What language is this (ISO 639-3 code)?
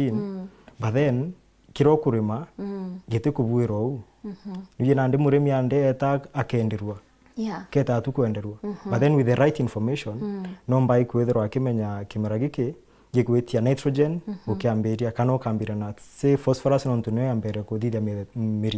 mer